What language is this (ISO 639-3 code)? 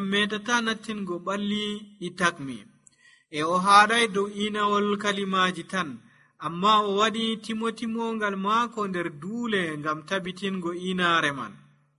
fuv